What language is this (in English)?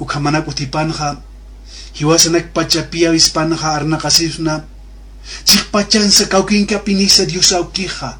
Aymara